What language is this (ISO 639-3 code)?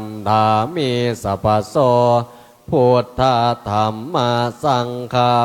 pli